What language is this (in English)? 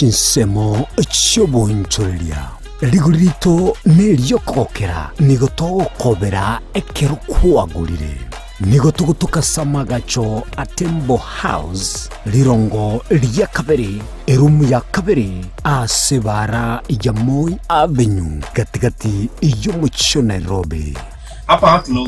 Gusii